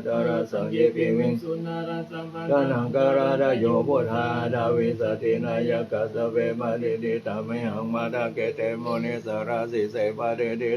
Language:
Pali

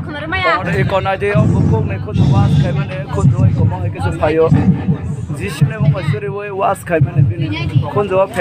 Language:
Kok Borok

